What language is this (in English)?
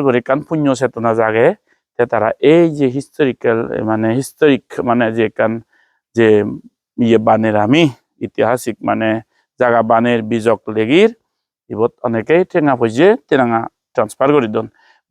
Chakma